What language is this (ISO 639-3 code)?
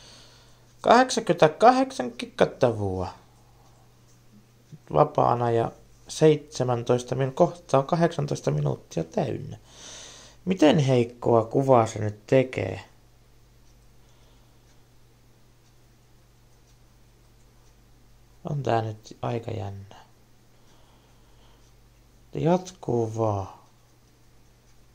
fin